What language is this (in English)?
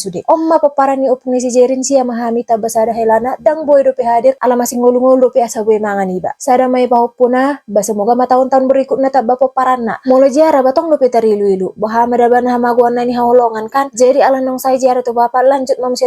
Batak Toba